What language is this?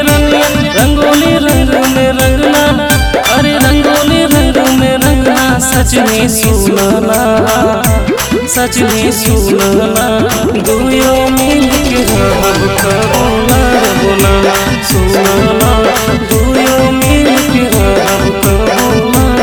Bhojpuri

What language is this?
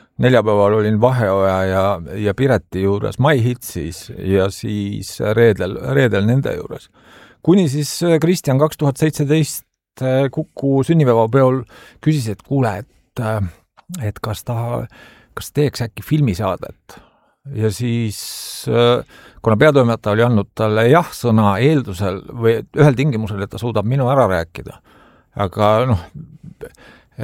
Estonian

